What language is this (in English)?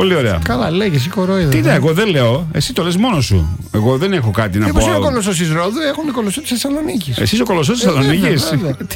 Greek